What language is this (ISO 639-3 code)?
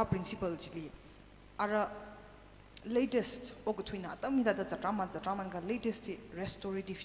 nmf